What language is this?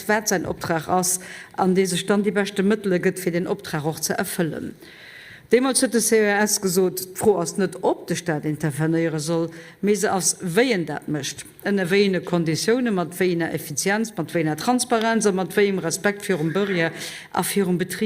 Luxembourgish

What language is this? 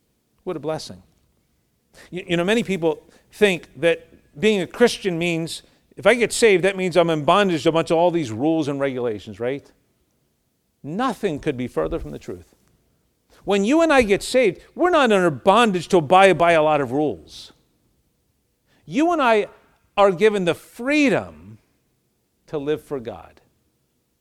English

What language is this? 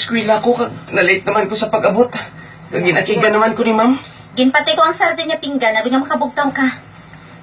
Hiligaynon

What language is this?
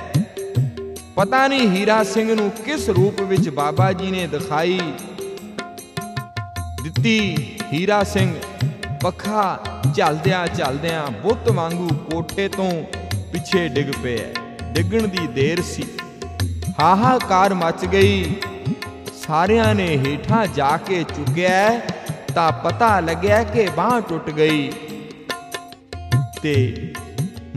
Punjabi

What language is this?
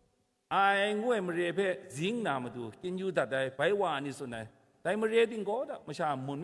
Kachin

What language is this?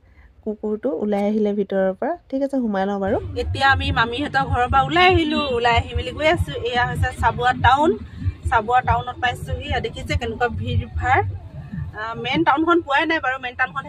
Assamese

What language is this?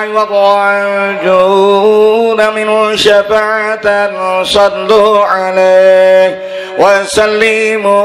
Banjar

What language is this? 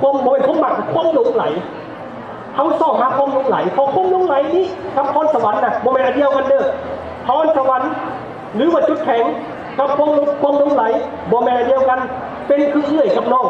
Lao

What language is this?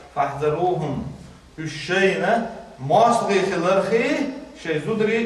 Chechen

